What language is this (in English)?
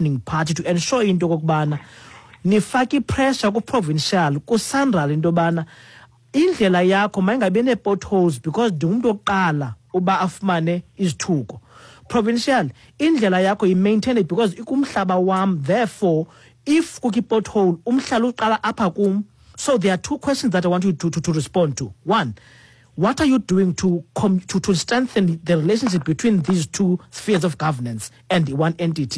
Xhosa